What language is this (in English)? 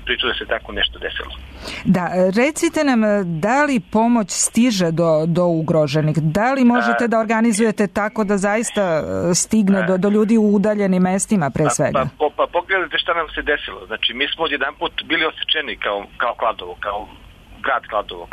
Serbian